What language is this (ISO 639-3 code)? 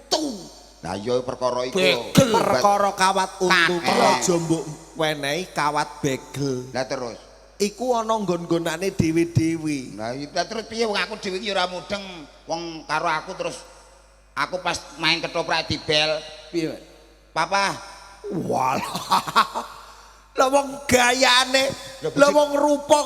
jav